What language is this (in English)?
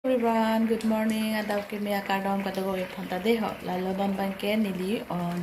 Karbi